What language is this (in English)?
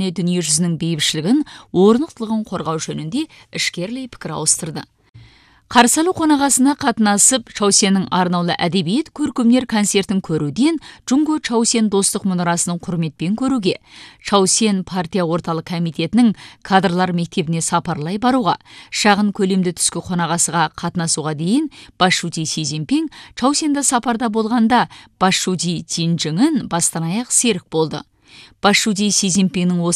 Kazakh